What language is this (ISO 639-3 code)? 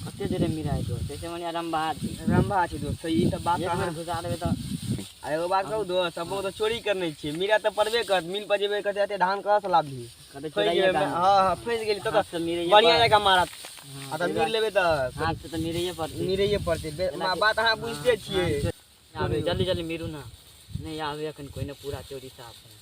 mai